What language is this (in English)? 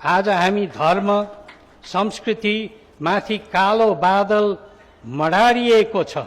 Nepali